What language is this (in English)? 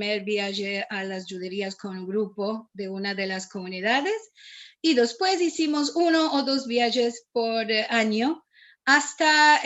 Ladino